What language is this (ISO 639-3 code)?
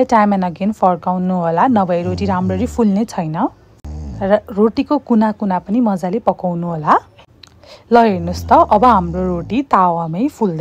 nep